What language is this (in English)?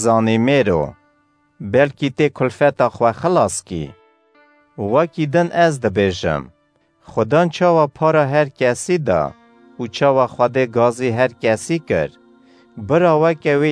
Kurdish